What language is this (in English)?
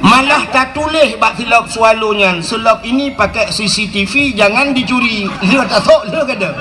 Achinese